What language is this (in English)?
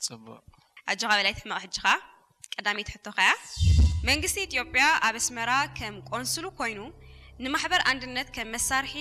Tigrinya